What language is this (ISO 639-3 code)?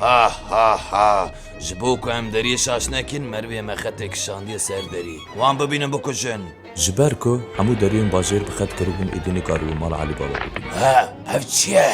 kur